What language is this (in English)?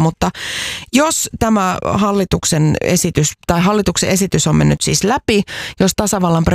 Finnish